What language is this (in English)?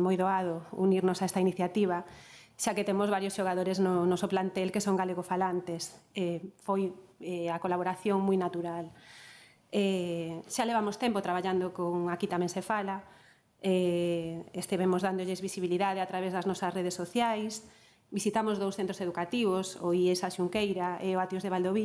Galician